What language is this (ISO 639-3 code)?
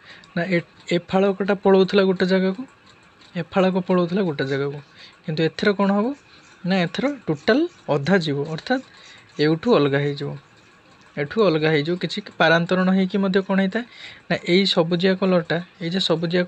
ori